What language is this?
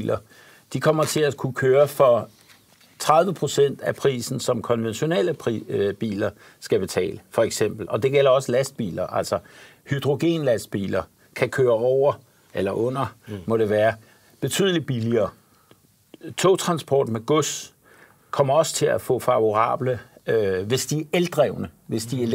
Danish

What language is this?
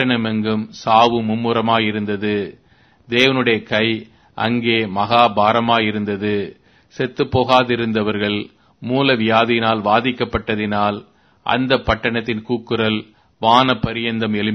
Tamil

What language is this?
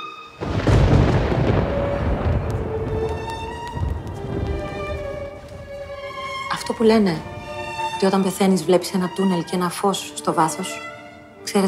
Greek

